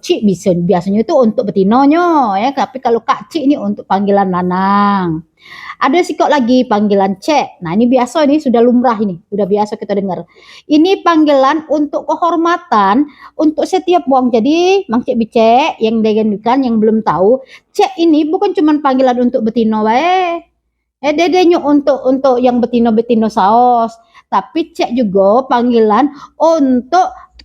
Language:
Musi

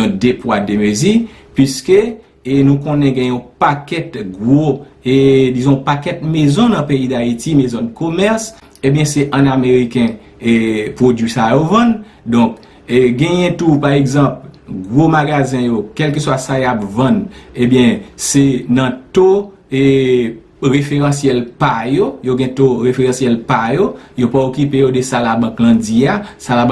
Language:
Haitian Creole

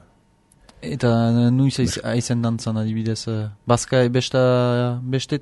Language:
Basque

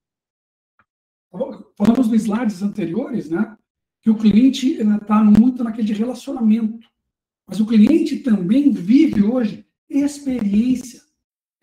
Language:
Portuguese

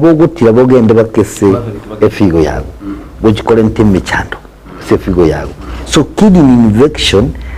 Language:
Gusii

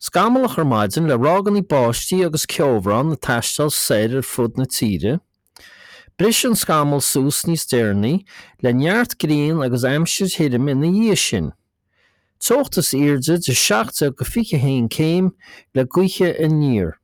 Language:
Irish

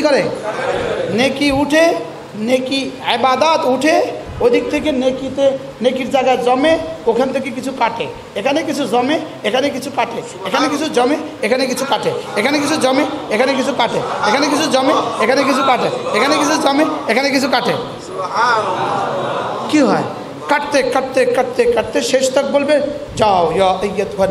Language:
Bangla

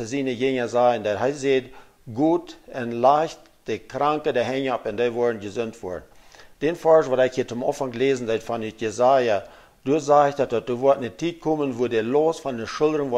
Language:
Plautdietsch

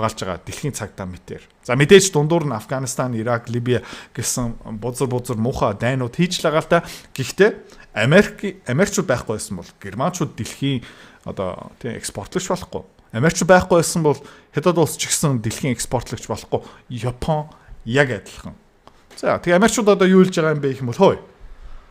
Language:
Mongolian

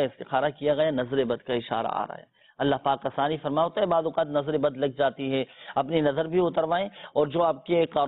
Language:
Urdu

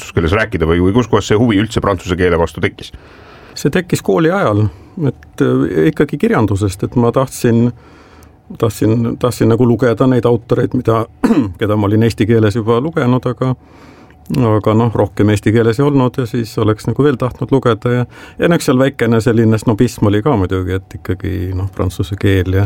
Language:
Estonian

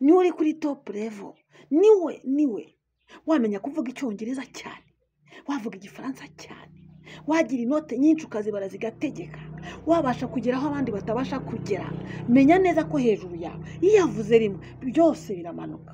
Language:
Kinyarwanda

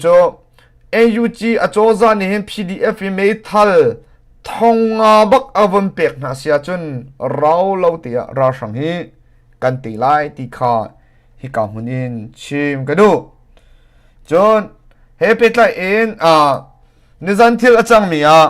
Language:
Hakha Chin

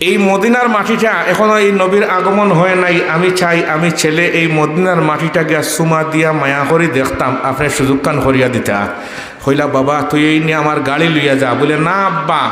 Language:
Sylheti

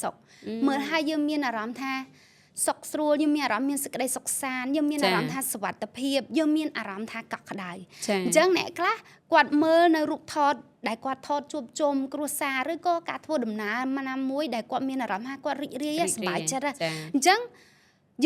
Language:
Khmer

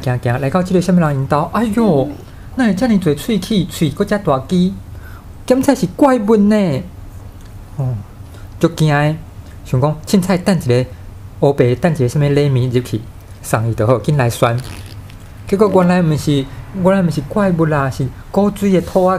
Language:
Min Nan Chinese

